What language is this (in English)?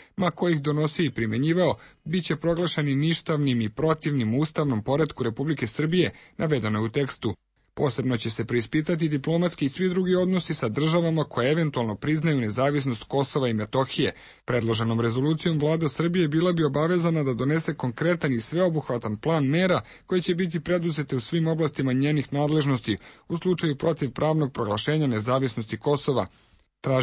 Serbian